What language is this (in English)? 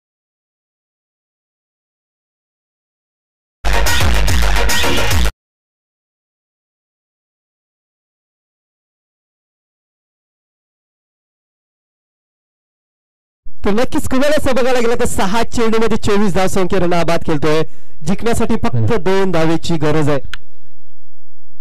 Marathi